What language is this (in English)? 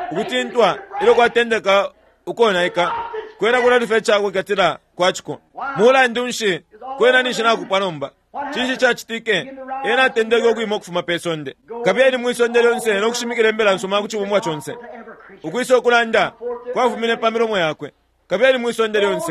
Bemba